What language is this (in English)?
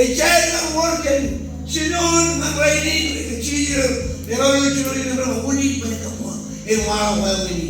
Marshallese